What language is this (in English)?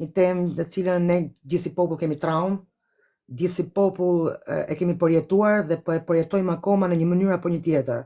Albanian